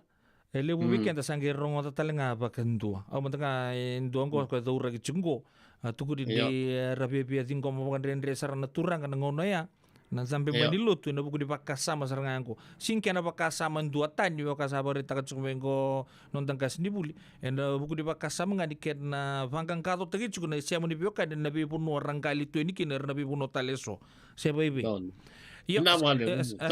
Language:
Fijian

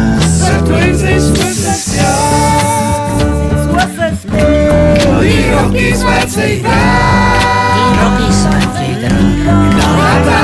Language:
Afrikaans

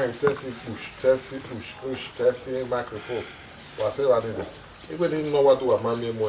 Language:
Bini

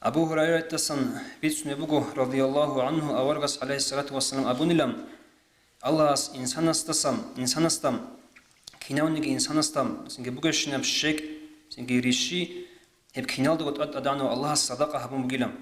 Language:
Avaric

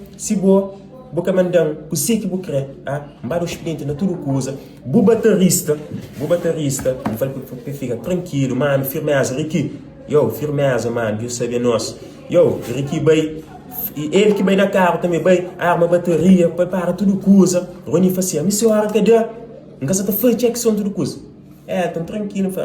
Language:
Kabuverdianu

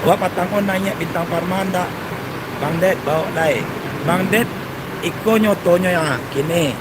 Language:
Minangkabau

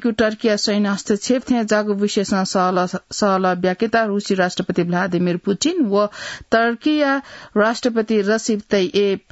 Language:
Newari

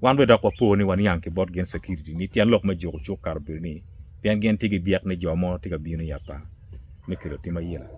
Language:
Acoli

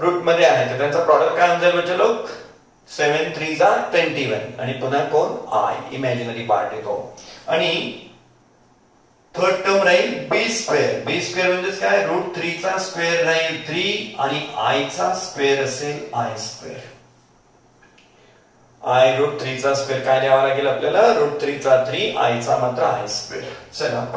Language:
Marathi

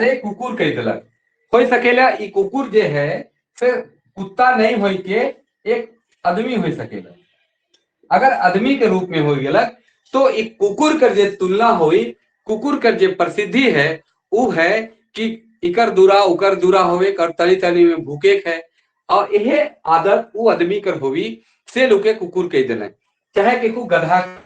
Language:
Sadri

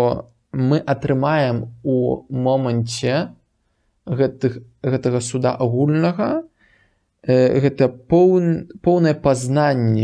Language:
Belarusian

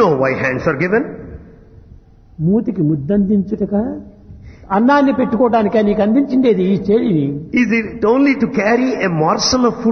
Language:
Telugu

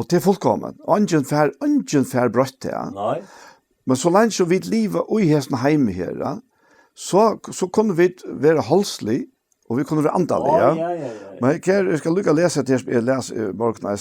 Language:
Faroese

